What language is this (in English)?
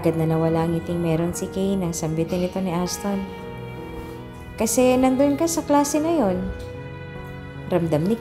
Filipino